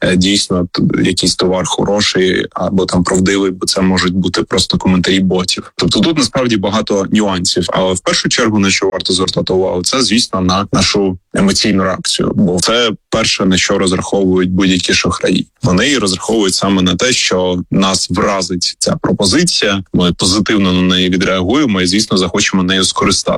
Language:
Ukrainian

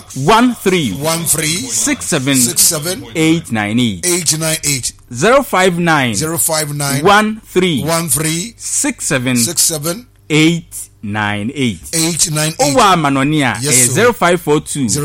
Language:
Akan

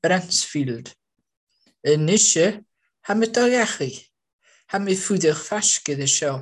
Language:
Welsh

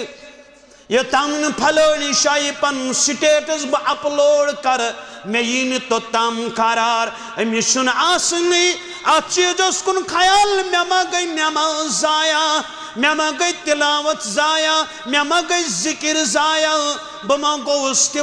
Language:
Kashmiri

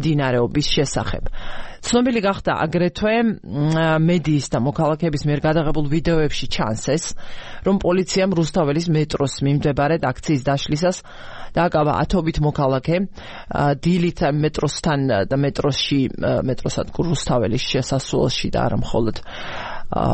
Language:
Georgian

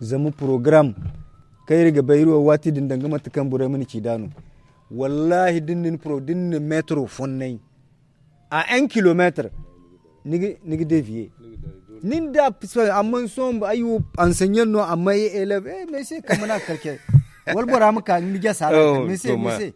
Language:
Zarma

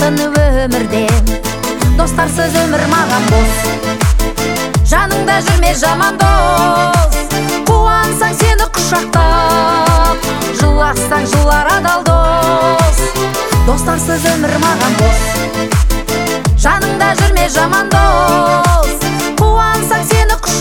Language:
Kazakh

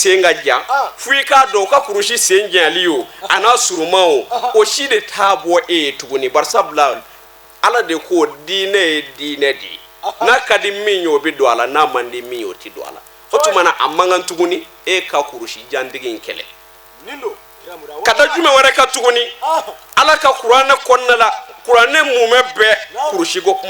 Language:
Bambara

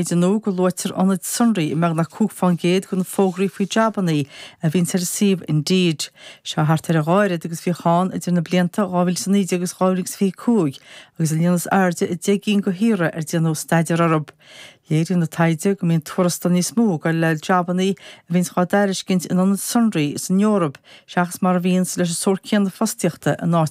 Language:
Irish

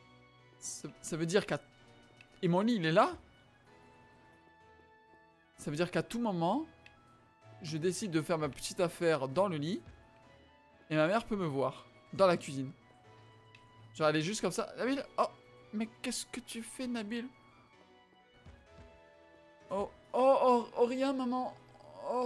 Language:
French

